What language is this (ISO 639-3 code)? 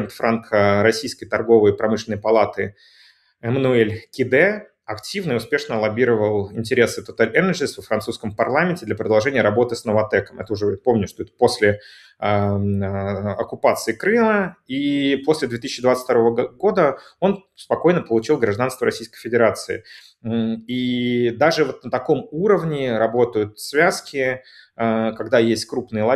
rus